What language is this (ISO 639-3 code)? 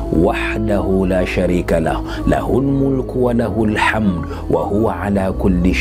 zdj